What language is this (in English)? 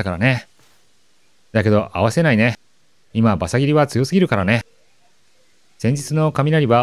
Japanese